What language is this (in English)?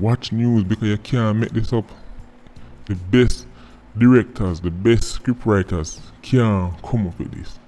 Jamaican Creole English